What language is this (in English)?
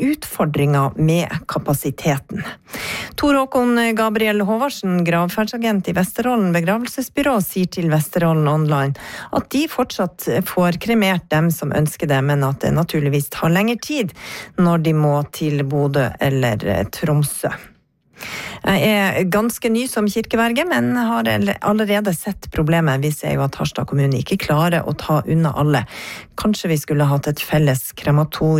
Norwegian